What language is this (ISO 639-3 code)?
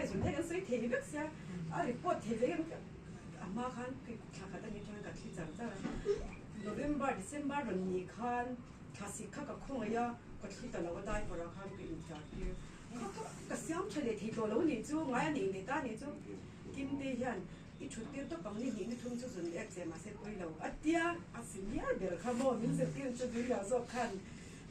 lus